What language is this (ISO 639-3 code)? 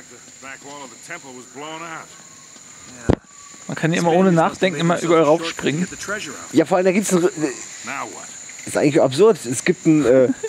deu